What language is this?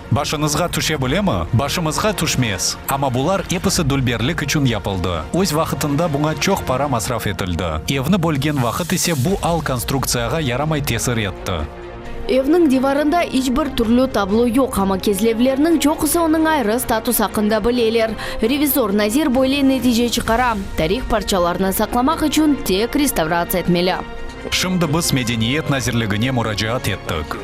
Crimean Tatar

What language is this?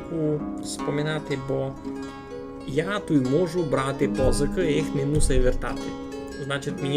Rusyn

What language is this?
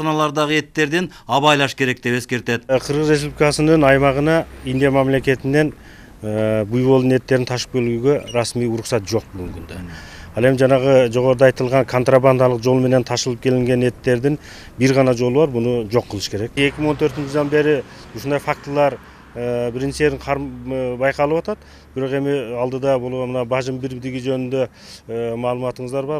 Kyrgyz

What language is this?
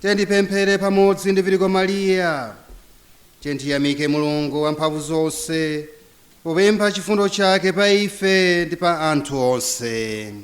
Nyanja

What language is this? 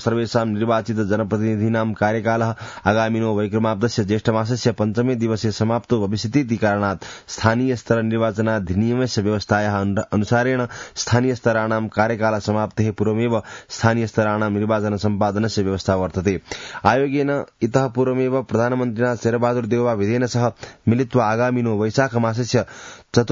Sanskrit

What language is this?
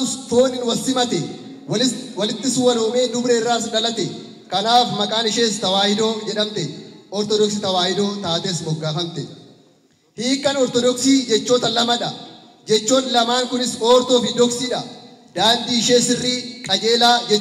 Oromo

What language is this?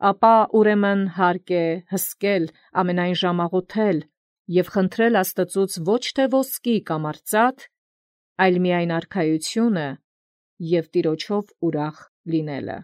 Armenian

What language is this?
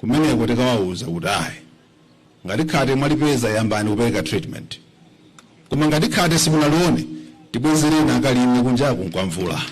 Nyanja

